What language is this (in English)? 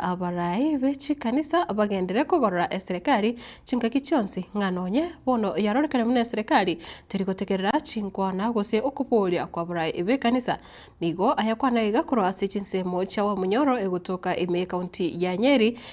Gusii